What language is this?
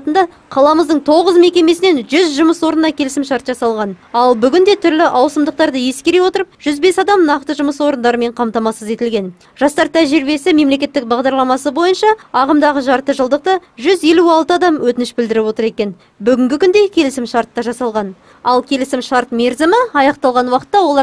Kazakh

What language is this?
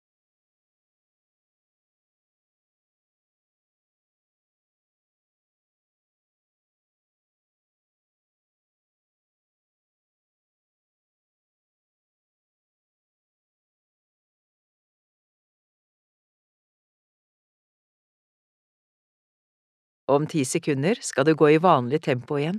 Norwegian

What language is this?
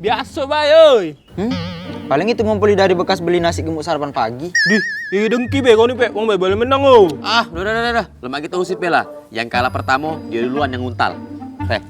Musi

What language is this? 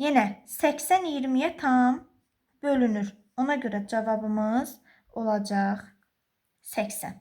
Azerbaijani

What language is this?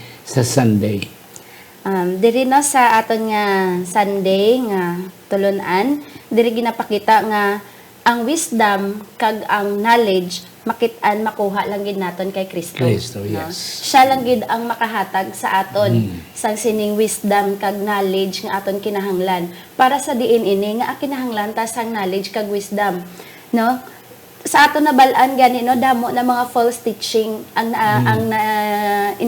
Hiligaynon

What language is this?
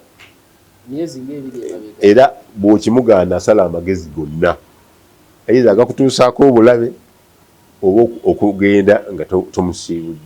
Ganda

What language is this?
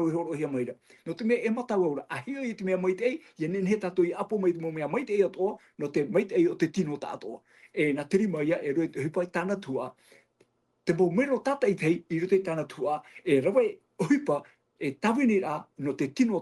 Tahitian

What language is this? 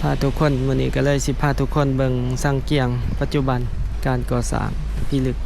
Lao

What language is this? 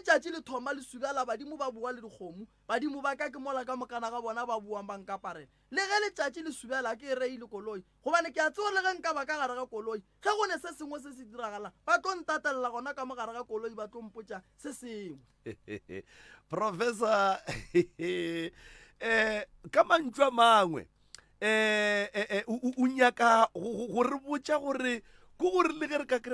Northern Sotho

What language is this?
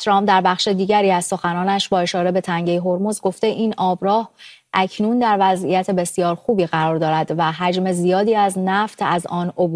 Persian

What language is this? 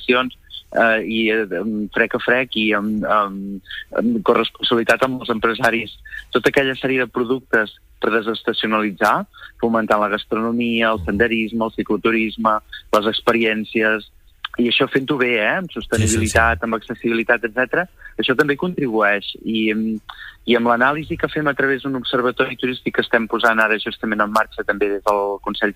Catalan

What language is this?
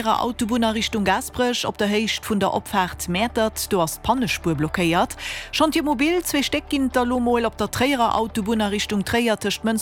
Luxembourgish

